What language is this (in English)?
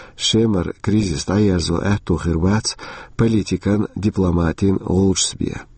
Chechen